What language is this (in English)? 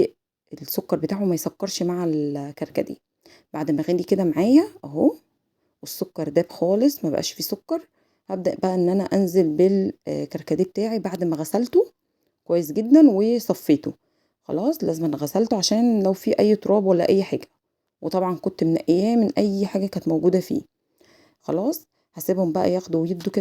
Egyptian Arabic